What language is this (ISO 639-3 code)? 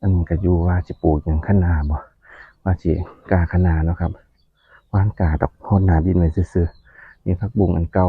tts